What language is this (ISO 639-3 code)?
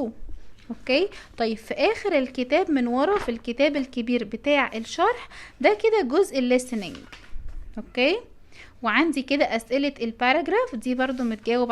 arz